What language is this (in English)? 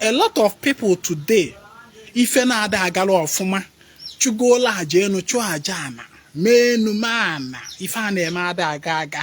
Igbo